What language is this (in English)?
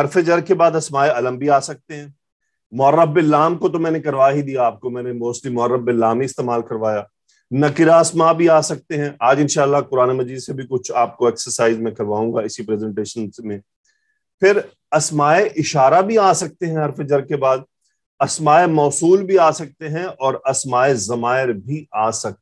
Urdu